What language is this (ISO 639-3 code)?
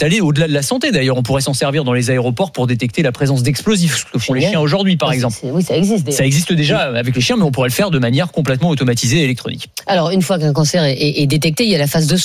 fra